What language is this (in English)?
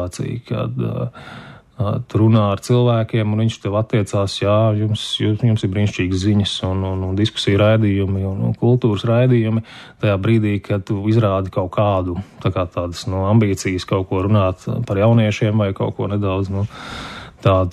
Latvian